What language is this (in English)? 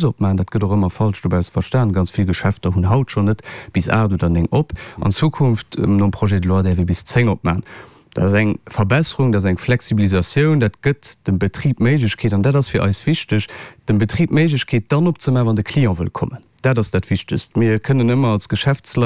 Luxembourgish